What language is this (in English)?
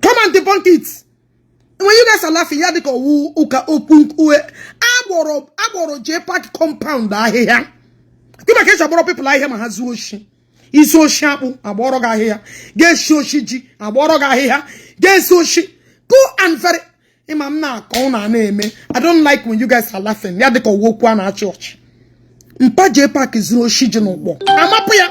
Igbo